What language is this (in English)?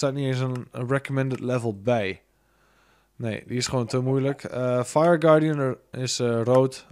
Dutch